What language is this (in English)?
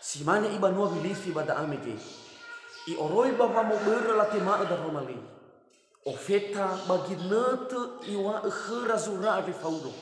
Nias